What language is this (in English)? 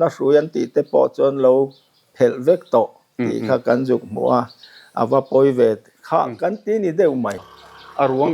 Mizo